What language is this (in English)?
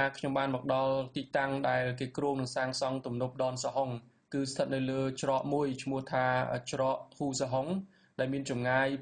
Khmer